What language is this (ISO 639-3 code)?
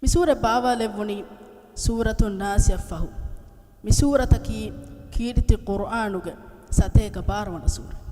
div